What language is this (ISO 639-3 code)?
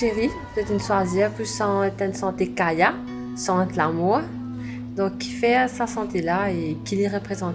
mfe